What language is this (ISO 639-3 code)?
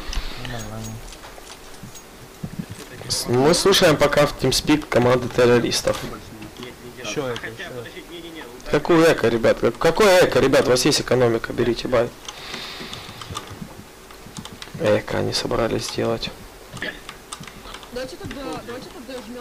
rus